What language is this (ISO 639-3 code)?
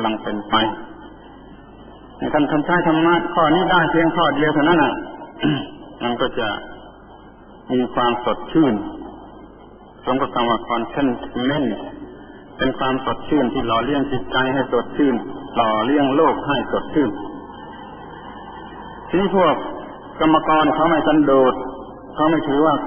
tha